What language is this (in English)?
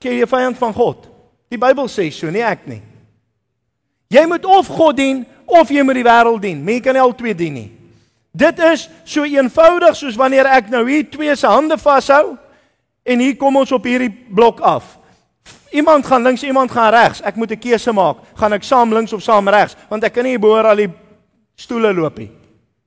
Afrikaans